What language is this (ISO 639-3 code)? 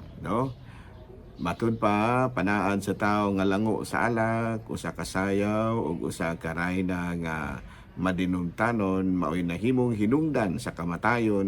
ceb